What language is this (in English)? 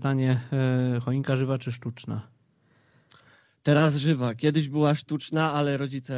Polish